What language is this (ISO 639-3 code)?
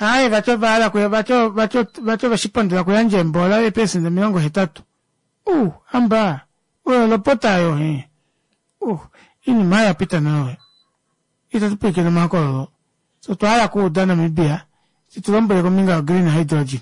kua